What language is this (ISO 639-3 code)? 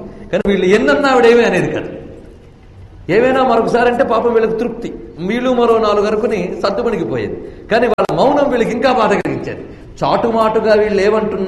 tel